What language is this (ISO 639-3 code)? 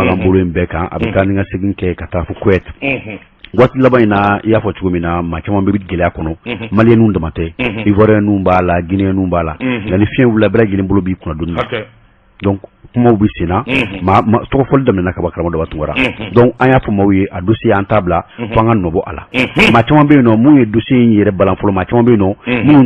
bam